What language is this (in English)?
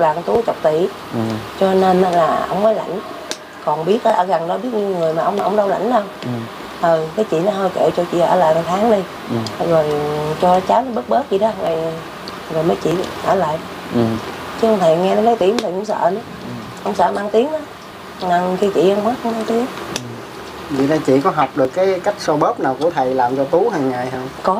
Vietnamese